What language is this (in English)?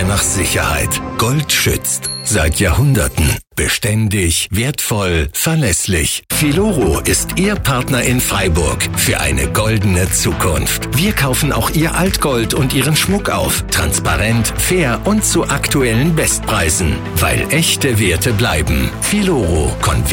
German